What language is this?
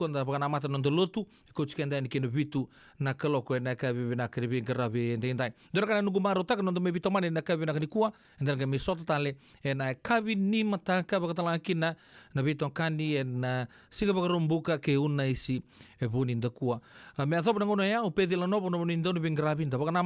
Fijian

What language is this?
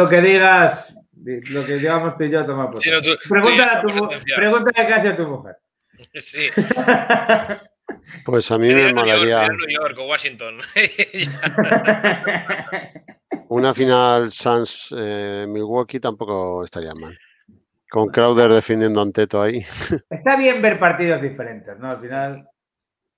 Spanish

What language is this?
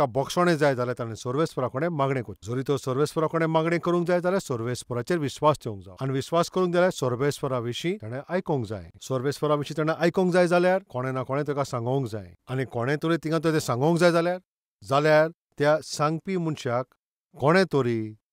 Konkani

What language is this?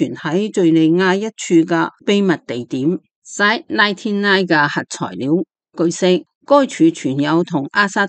Cantonese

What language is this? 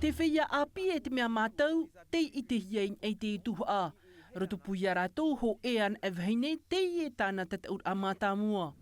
Tahitian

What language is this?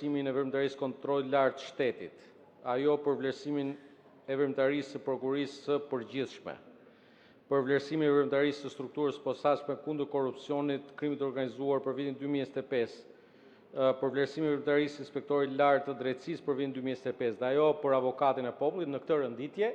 Albanian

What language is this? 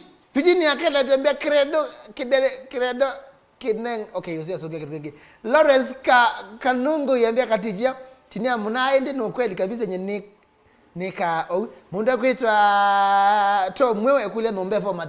Kamba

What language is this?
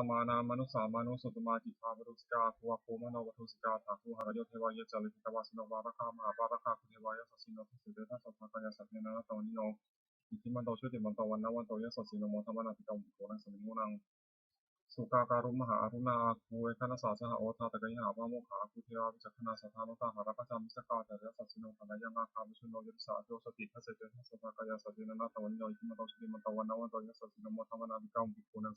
Pali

